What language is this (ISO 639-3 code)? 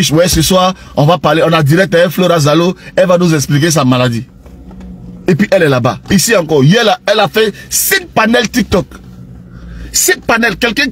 fra